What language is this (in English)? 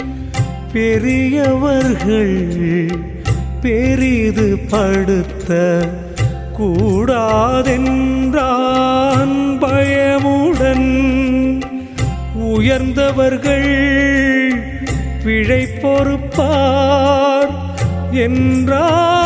Tamil